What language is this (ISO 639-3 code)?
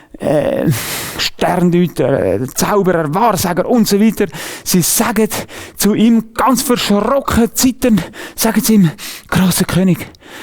gsw